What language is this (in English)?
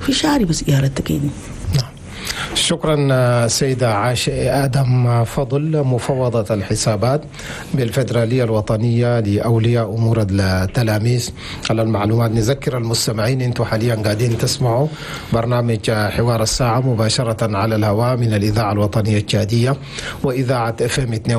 Chadian Arabic